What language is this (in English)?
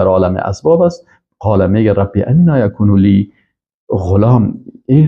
Persian